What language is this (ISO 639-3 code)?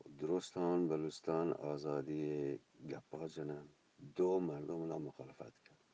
bgp